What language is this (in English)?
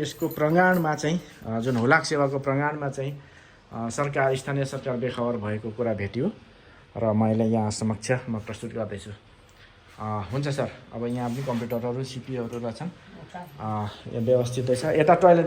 Nepali